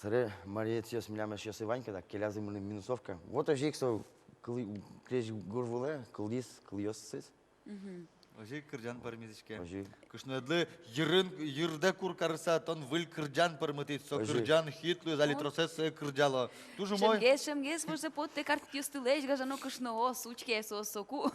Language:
Udmurt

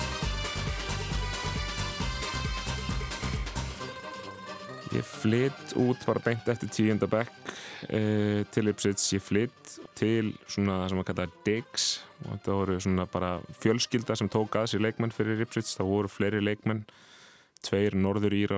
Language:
Icelandic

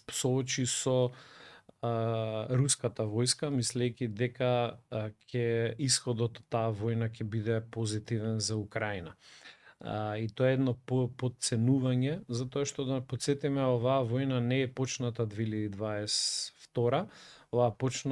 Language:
Macedonian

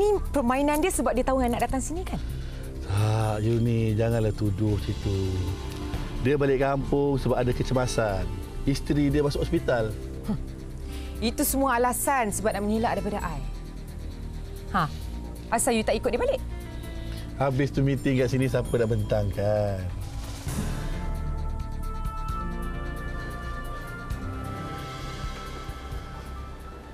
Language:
Malay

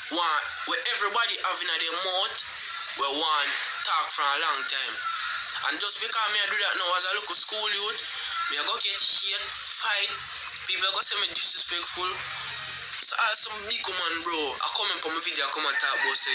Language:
Jamaican Creole English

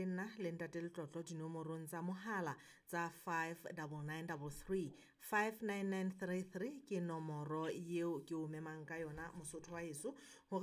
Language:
Southern Sotho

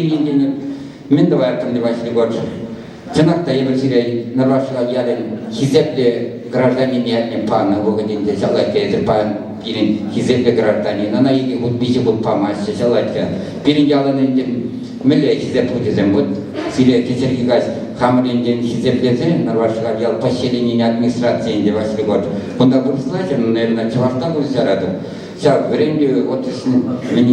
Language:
Chuvash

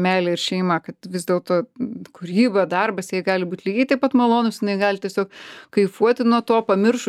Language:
Lithuanian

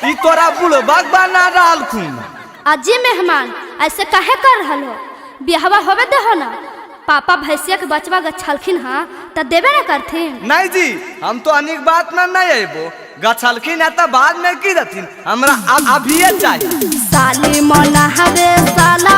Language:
Magahi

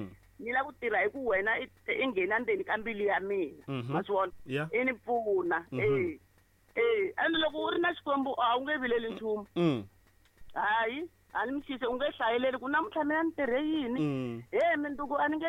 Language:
Tsonga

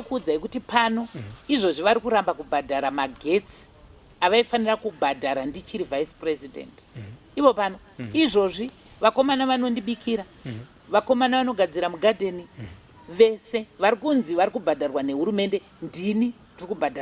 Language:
Shona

